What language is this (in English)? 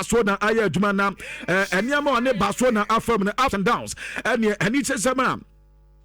Akan